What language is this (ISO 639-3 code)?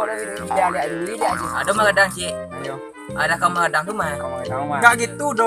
min